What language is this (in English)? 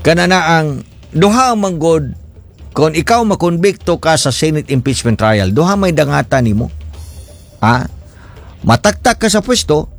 Cebuano